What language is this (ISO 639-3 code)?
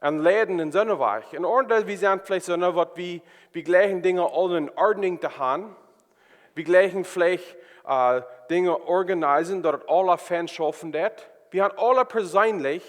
pdt